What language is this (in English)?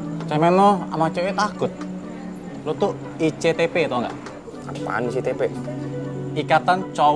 Indonesian